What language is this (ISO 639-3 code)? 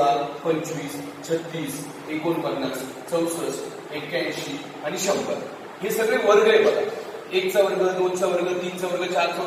mar